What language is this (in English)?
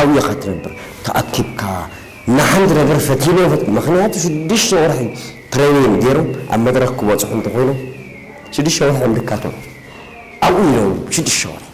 Tigrinya